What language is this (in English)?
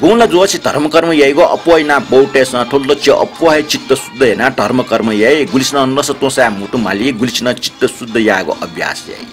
Newari